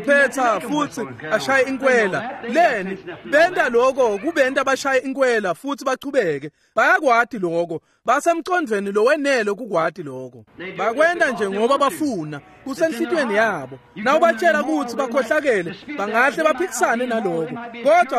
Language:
Swati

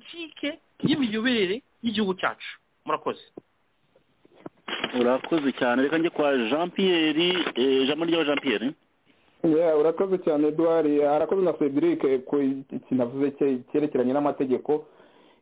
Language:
Kinyarwanda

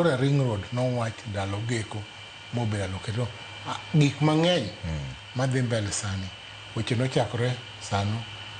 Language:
Luo (Kenya and Tanzania)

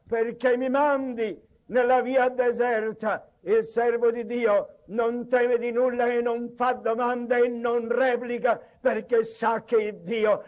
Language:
Italian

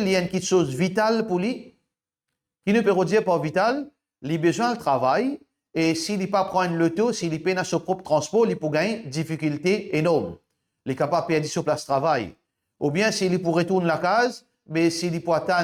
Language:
Morisyen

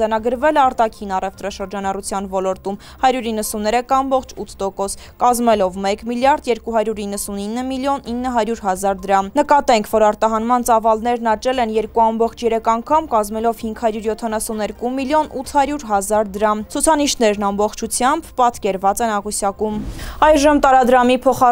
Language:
Armenian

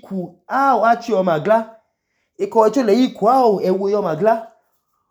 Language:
Idoma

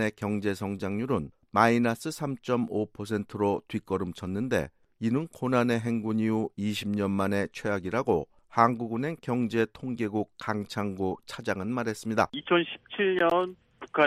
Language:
Korean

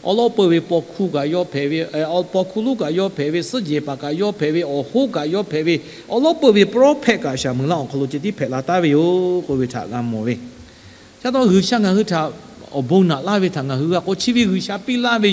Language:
Lahu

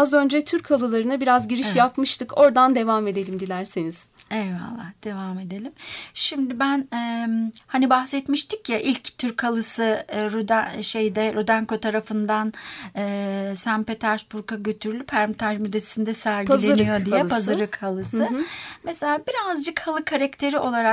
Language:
Turkish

